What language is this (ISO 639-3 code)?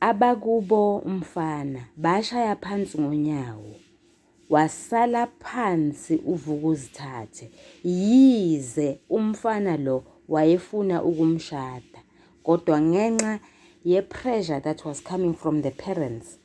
zul